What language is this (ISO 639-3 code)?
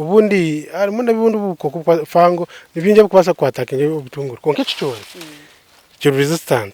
nyn